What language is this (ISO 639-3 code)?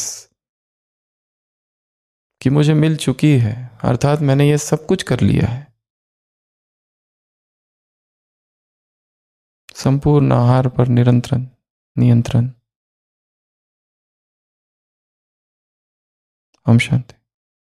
hin